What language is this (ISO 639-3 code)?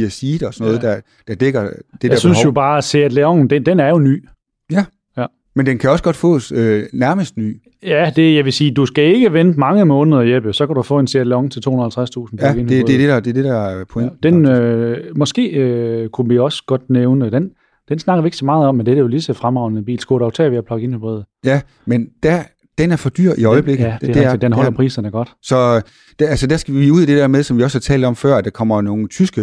dan